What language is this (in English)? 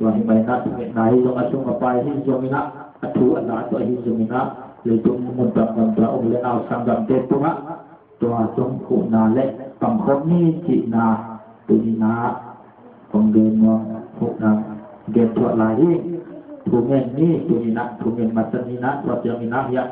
Tedim Chin